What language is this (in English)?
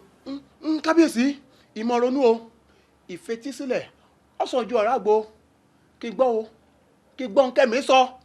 Yoruba